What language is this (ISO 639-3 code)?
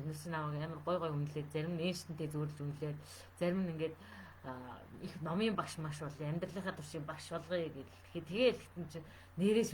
mon